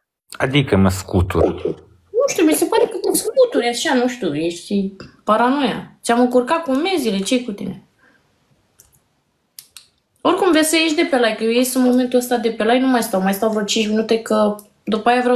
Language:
Romanian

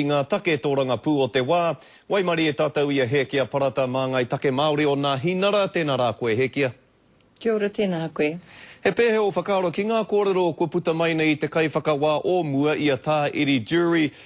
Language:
Māori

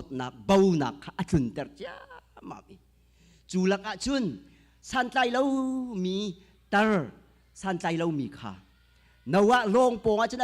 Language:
Hakha Chin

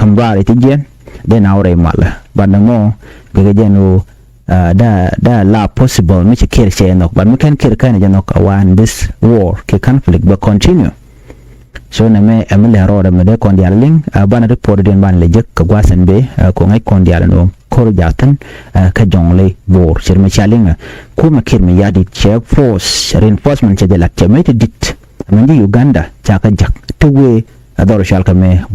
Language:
Nuer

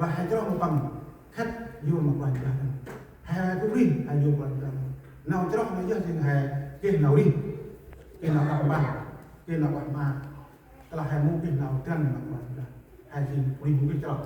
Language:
Central Mnong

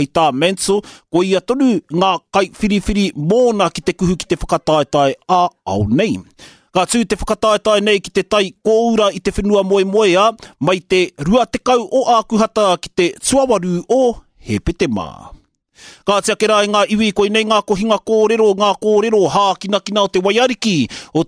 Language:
Māori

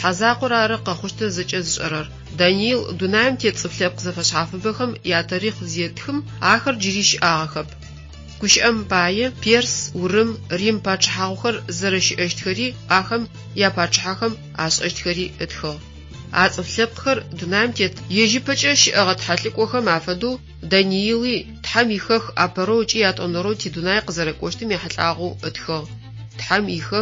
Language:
Adyghe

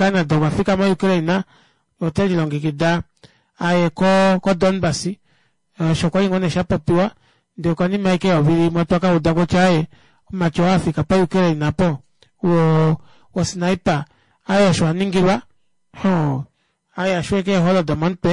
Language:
Kuanyama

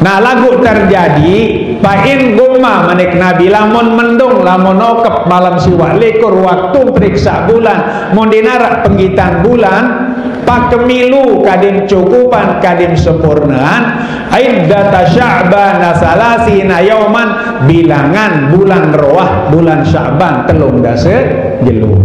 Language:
Sasak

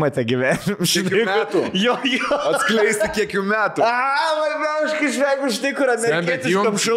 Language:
Lithuanian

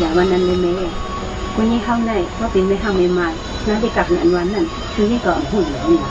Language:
Shan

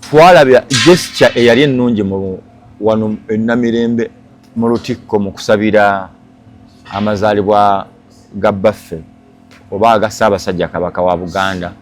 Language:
Ganda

